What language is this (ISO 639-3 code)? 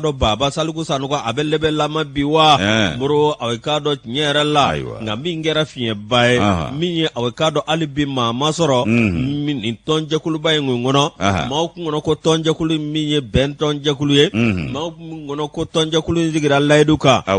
bam